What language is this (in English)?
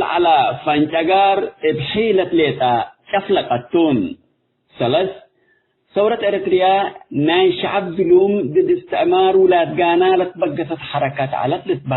Tigre